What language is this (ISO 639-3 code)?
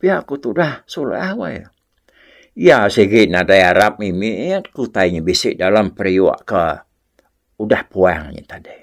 iba